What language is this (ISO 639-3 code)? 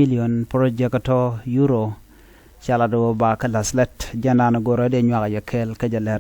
nus